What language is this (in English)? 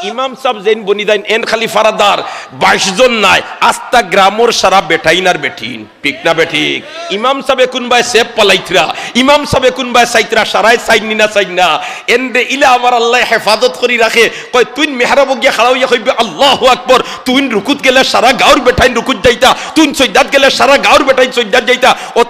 Sylheti